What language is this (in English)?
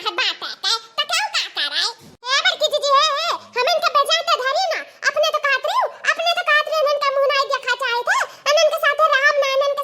Awadhi